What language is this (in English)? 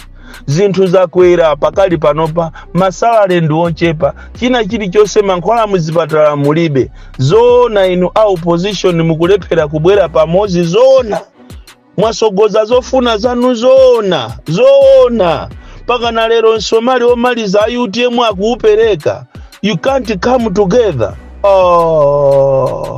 Nyanja